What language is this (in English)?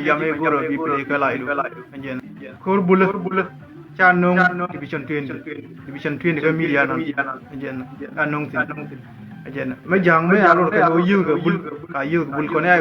Nuer